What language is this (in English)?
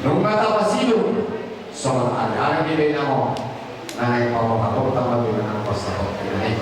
Batak Toba